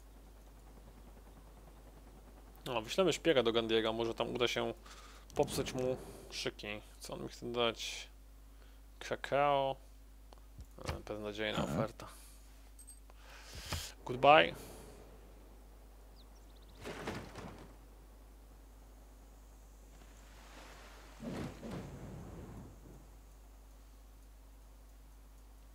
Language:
Polish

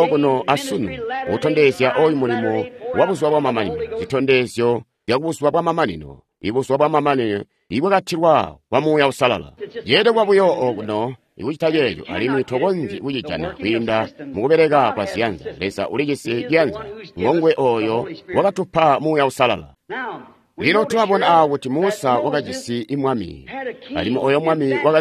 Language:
Tonga (Zambia)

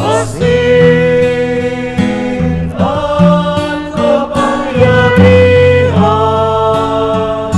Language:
Bikol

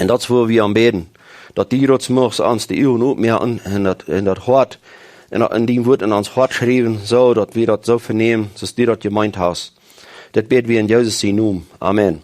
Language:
Plautdietsch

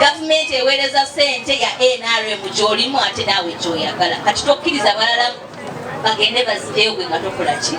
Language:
Ganda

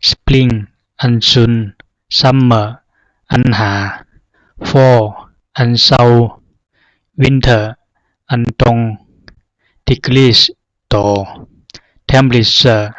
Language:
Zhuang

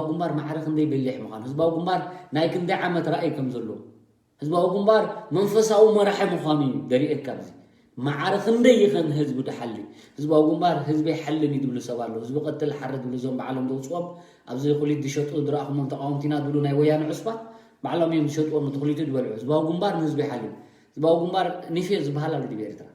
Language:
Tigrinya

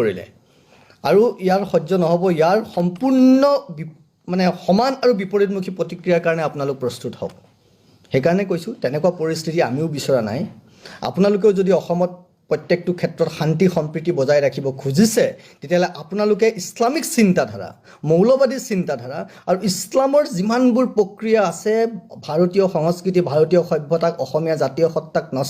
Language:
Assamese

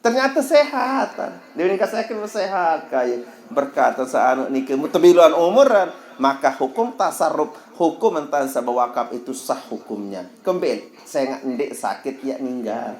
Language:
Sasak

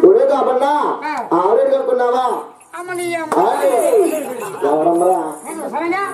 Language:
Telugu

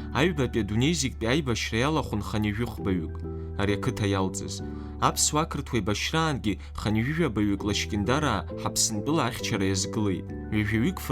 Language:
Abkhazian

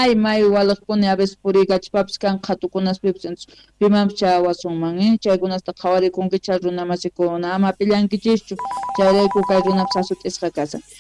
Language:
South Bolivian Quechua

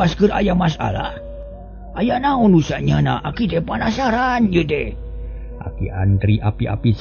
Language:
Sundanese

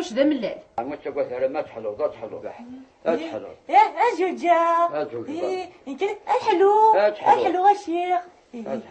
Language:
Kabyle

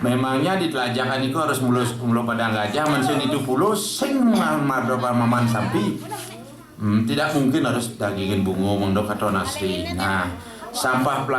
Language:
Balinese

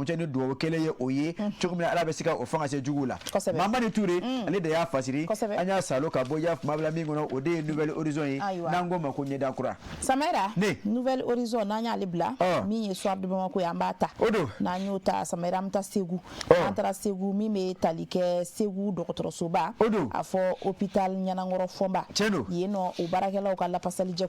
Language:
Bambara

